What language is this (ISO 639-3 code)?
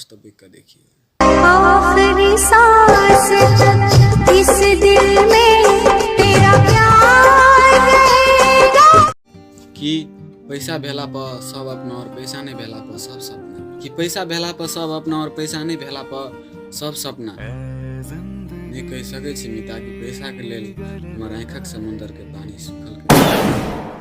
mai